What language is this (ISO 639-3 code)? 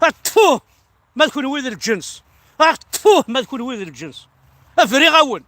kab